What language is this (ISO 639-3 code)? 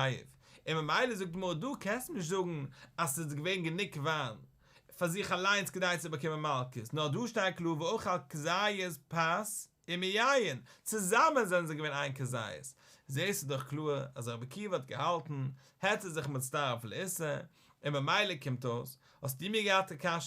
yid